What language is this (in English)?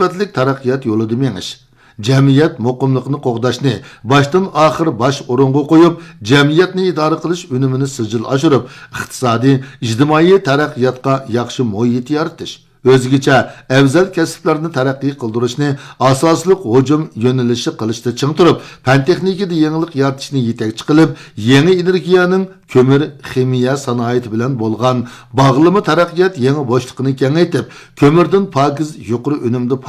Uyghur